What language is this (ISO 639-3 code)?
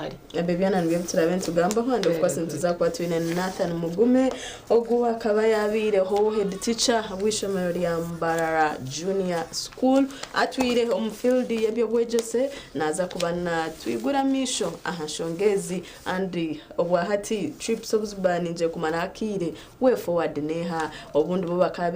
nyn